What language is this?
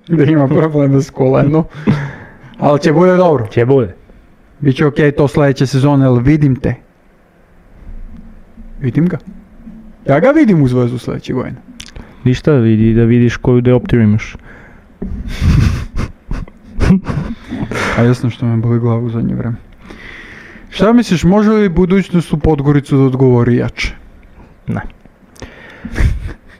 Serbian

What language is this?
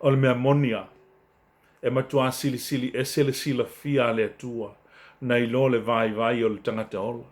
Samoan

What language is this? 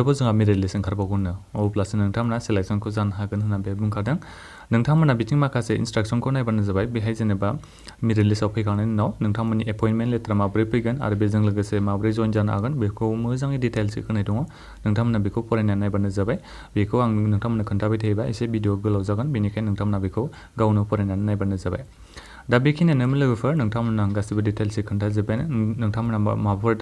Bodo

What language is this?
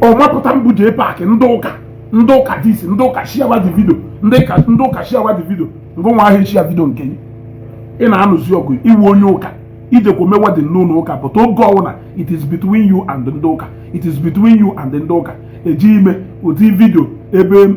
Igbo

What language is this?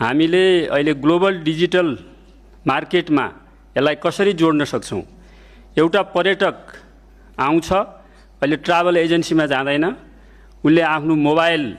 Nepali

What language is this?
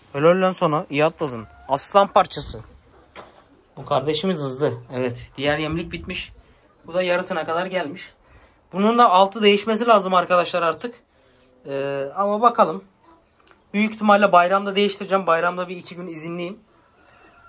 Turkish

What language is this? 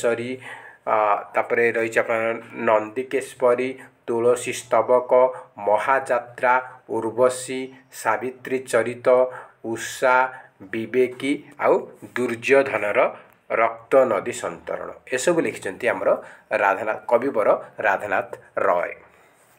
Odia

